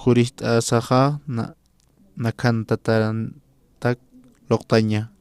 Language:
Aymara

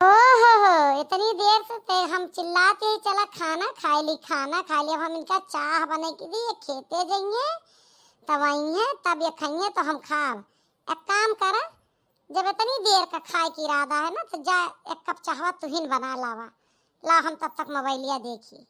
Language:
Awadhi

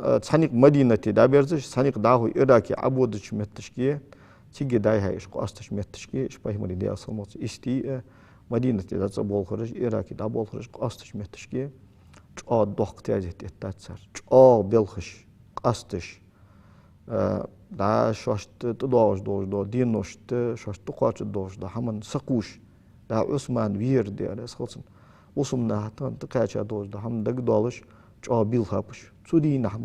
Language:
Ingush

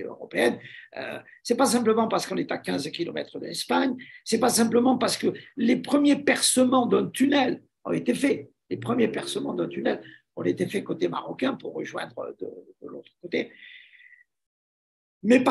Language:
French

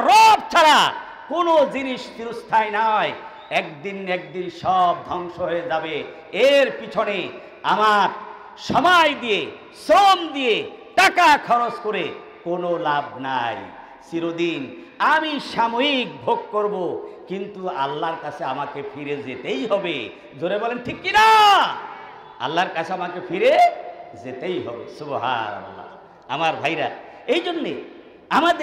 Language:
Bangla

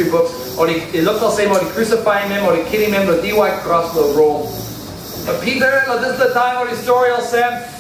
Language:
Tok Pisin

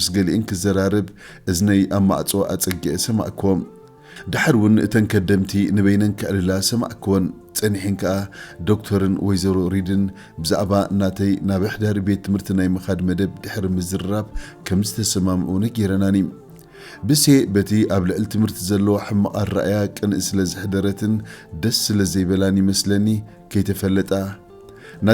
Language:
Tigrinya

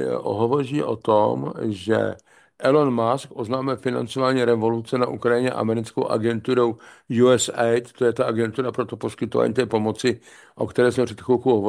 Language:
Czech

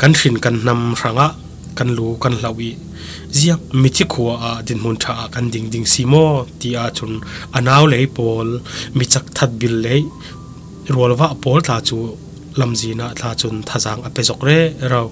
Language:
Falam Chin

